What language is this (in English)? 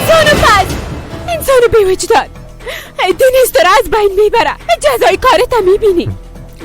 Persian